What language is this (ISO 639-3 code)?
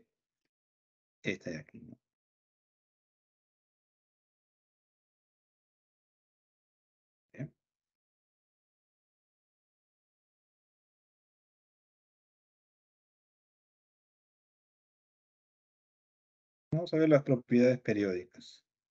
spa